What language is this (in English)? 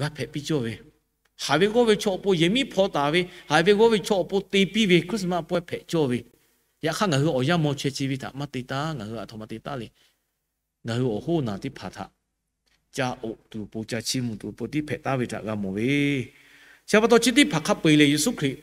Lahu